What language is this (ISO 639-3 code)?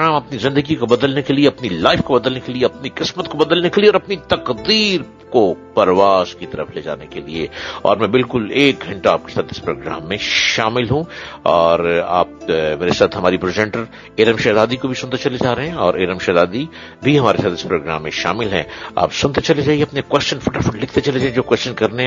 urd